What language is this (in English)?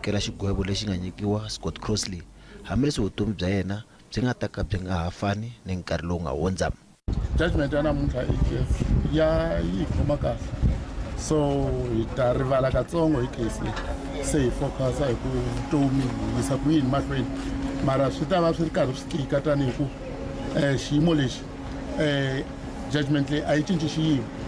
Tsonga